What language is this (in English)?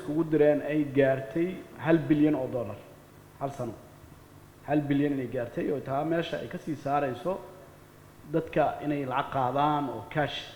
Somali